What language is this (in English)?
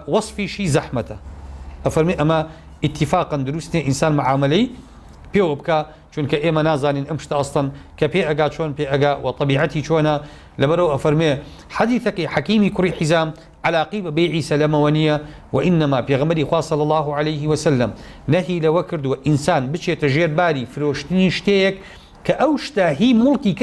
Central Kurdish